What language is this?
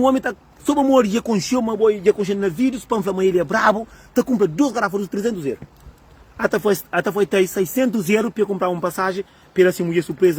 Kabuverdianu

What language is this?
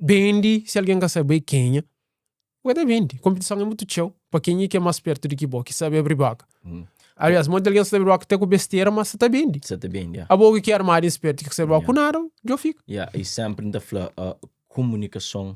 Kabuverdianu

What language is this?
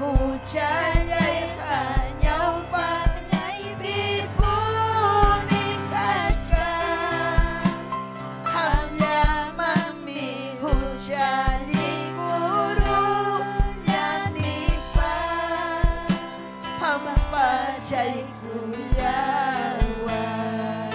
Ayacucho Quechua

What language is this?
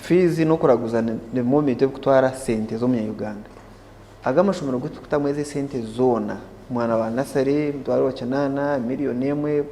Nyankole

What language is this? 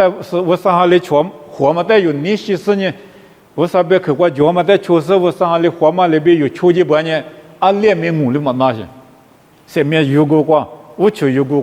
Lisu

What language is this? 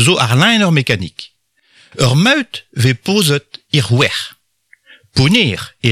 Breton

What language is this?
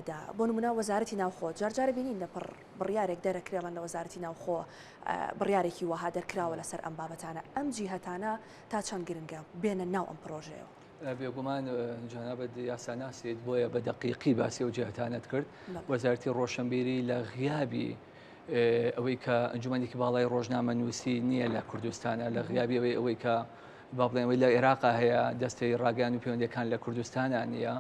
Central Kurdish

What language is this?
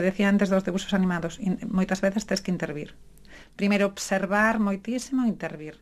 Galician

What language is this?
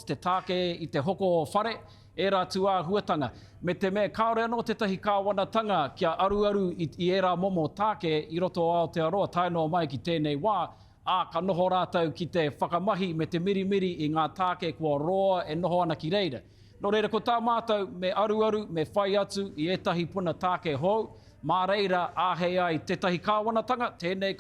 Māori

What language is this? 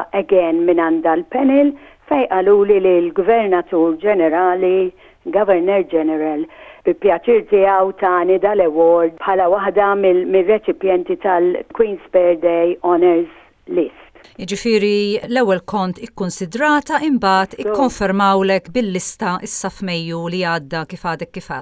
Maltese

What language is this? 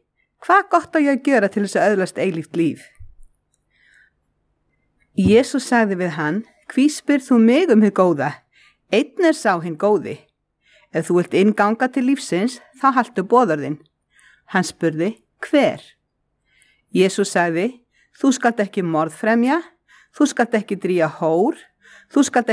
Icelandic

